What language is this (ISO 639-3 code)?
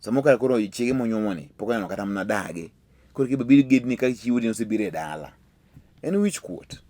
luo